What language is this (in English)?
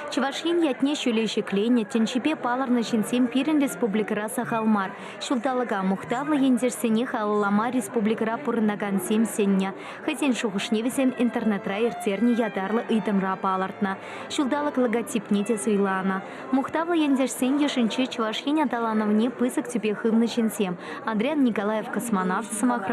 Chuvash